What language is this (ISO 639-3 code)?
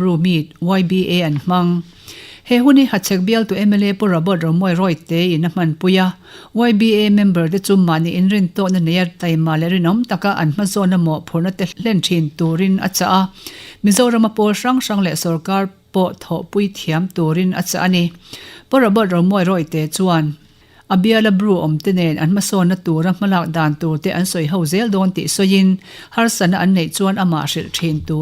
lus